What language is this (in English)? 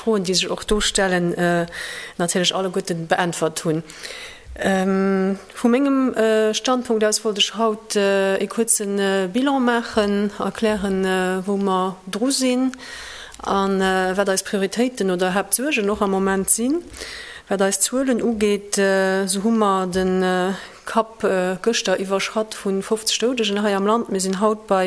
Luxembourgish